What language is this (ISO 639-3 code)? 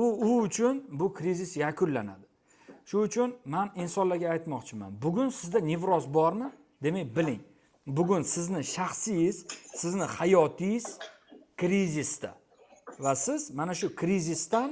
uzb